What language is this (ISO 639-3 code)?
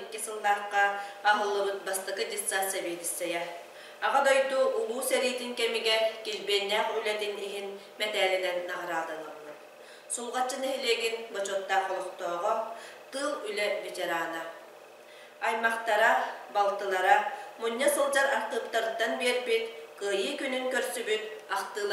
sah